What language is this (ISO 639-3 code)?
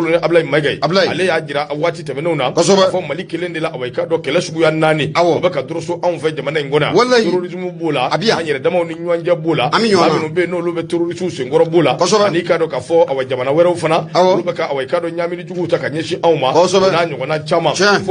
bam